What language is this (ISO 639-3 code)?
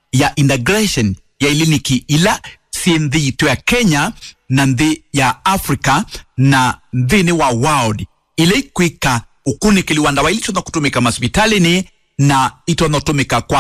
kam